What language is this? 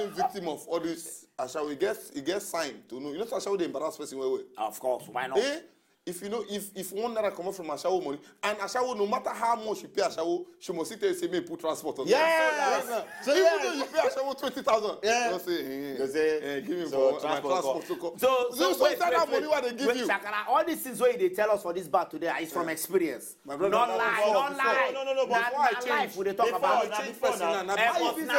Nigerian Pidgin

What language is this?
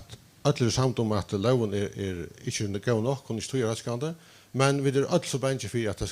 Faroese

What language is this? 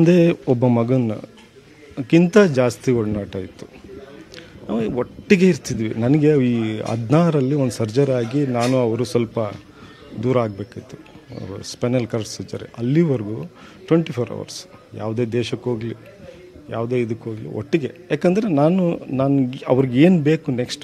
Kannada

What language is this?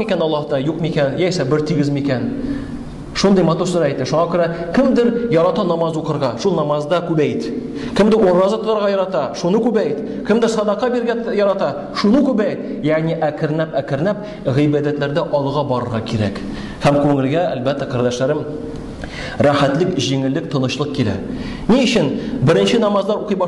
Tatar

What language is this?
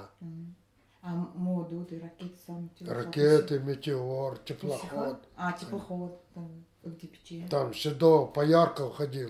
Nanai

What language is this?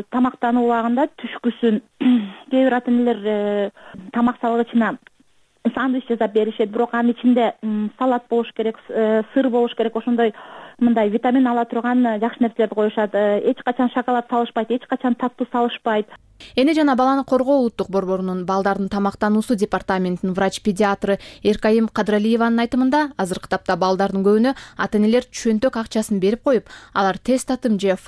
Kyrgyz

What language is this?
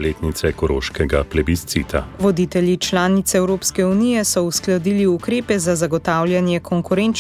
Slovenian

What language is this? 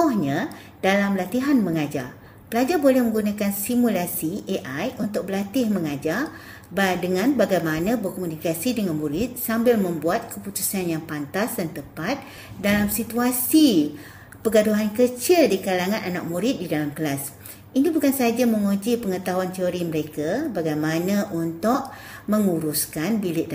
Malay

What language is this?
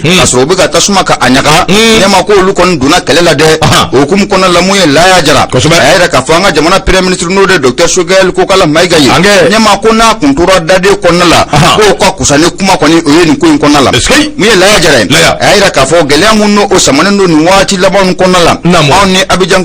Bambara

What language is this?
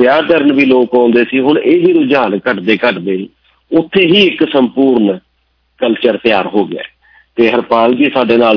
Punjabi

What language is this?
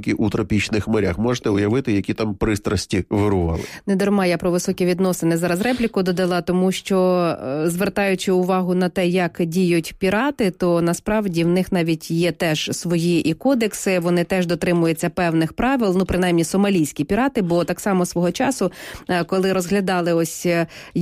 Ukrainian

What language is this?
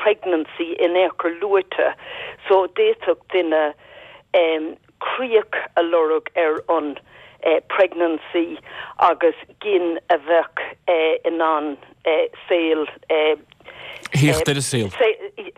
Irish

